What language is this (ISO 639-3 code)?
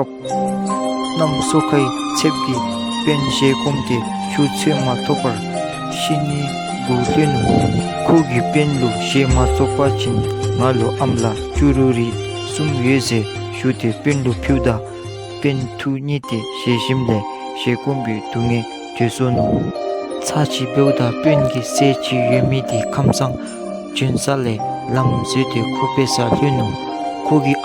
dzo